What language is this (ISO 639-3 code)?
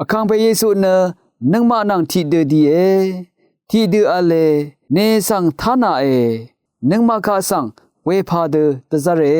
raw